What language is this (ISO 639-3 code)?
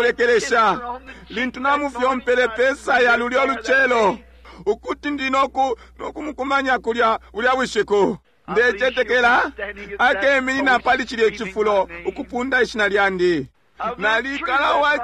bem